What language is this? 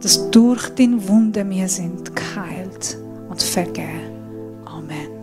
Swiss German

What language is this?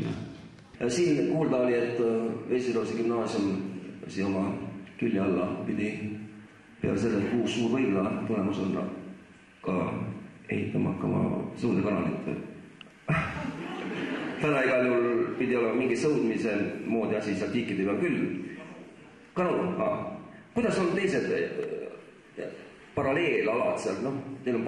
Estonian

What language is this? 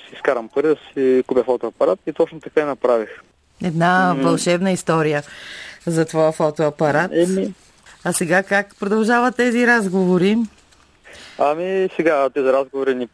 Bulgarian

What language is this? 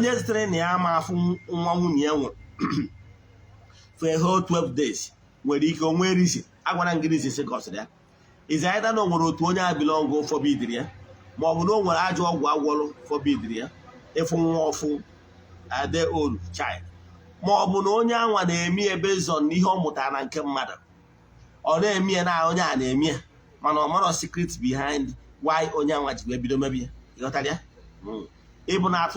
Igbo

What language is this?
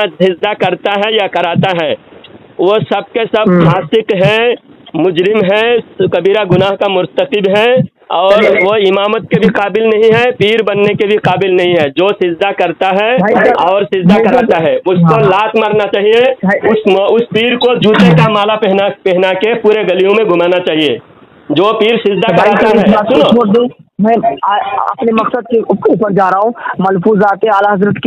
Urdu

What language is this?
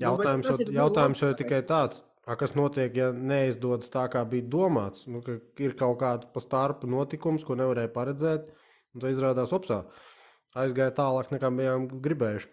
Latvian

